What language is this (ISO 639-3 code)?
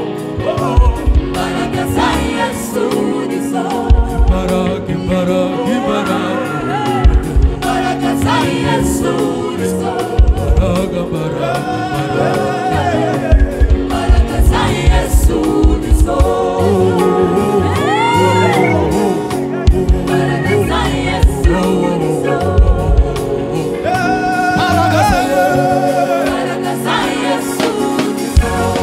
kin